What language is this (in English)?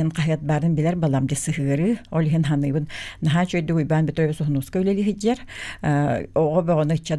Yakut